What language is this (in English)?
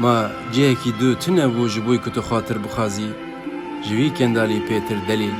Kurdish